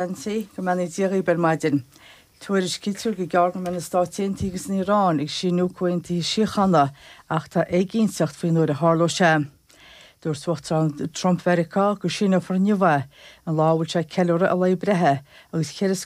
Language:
Irish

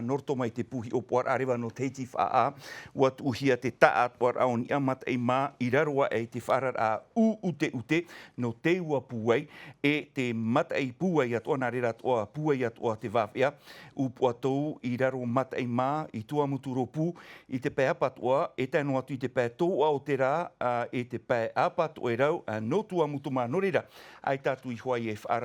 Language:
Tahitian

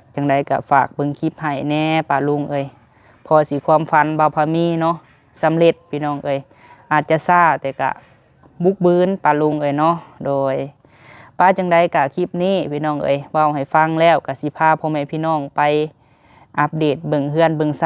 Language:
Lao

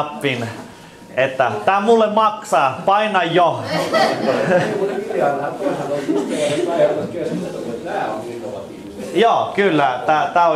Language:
Finnish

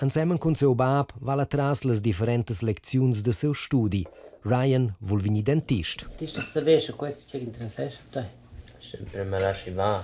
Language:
Romansh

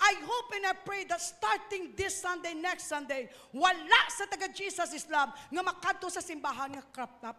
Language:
Hiligaynon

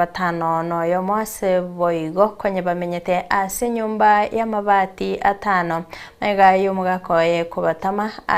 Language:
Gusii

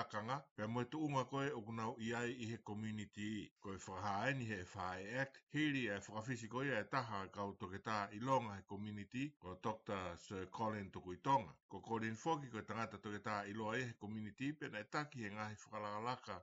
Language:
Tongan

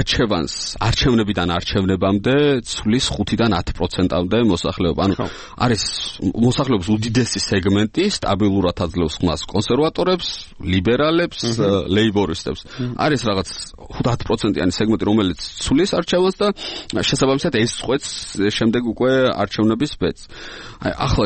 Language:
Georgian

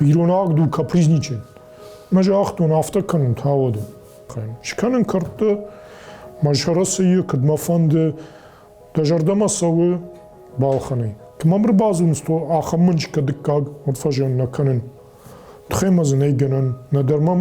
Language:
Ossetic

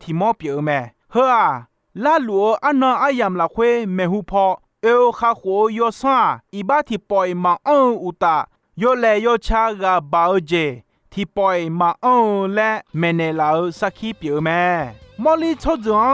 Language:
Akha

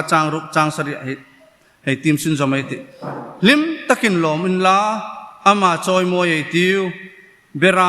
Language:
Hmar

